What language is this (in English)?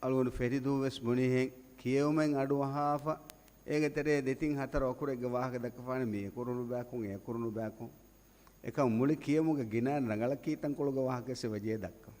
Divehi